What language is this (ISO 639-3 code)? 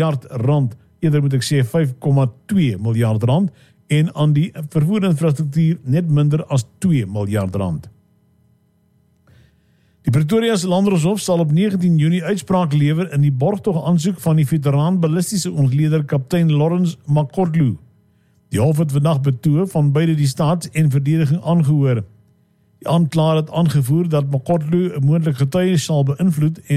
afr